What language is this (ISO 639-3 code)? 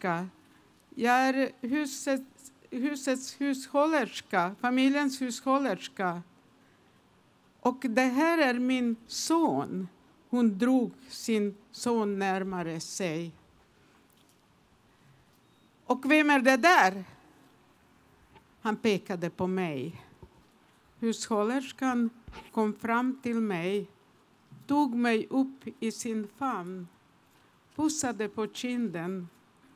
swe